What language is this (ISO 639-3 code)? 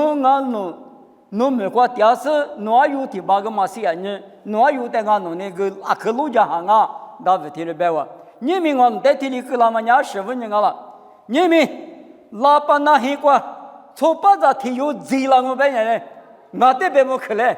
lis